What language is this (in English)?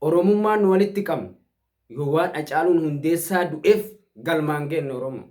Oromo